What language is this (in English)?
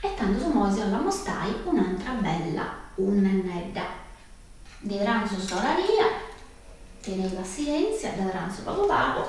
Sardinian